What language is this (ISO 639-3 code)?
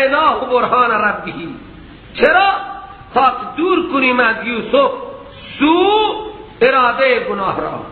fas